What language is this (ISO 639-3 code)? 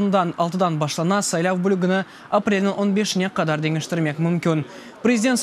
crh